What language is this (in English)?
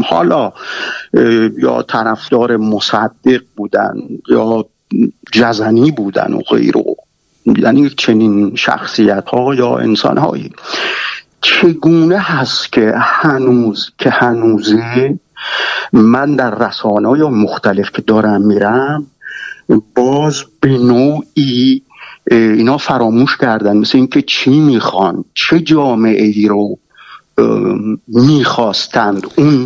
Persian